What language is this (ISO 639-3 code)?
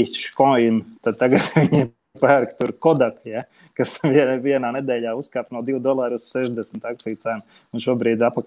lav